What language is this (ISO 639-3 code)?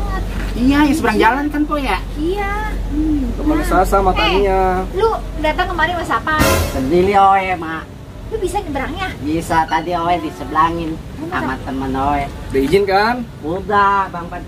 bew